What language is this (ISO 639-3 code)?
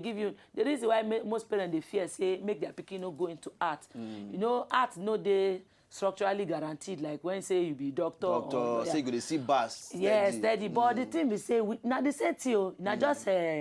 pcm